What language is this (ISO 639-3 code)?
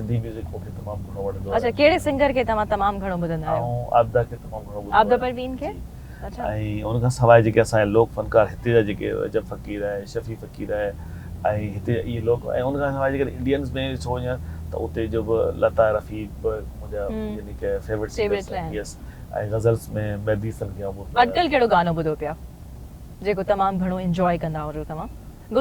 snd